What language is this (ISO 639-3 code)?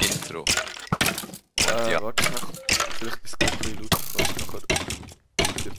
gsw